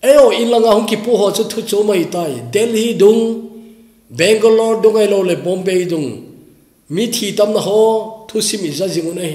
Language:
Thado Chin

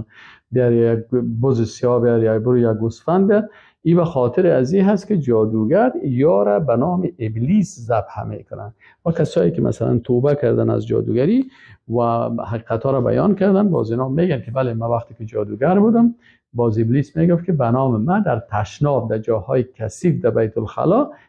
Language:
Persian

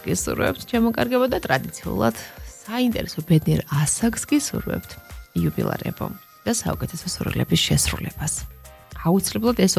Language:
Georgian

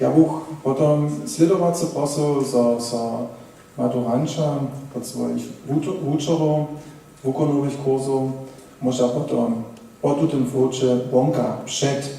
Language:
Upper Sorbian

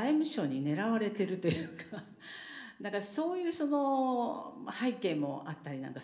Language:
Japanese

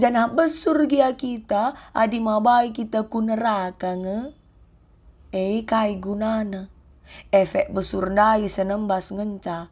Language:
Batak Karo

